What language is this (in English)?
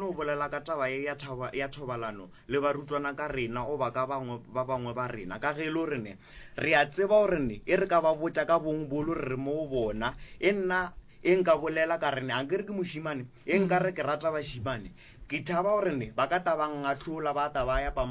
Northern Sotho